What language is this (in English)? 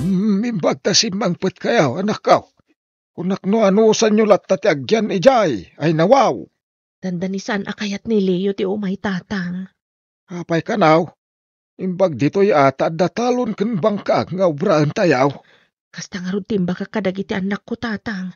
Iloko